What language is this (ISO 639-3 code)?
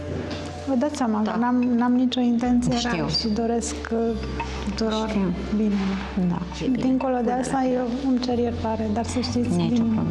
ron